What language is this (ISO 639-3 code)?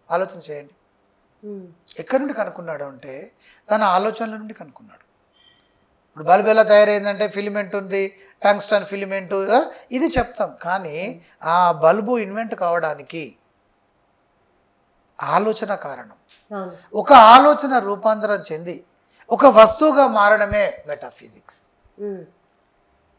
tel